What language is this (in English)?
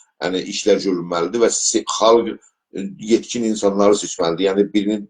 South Azerbaijani